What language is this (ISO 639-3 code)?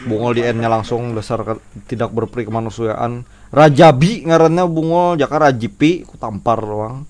bjn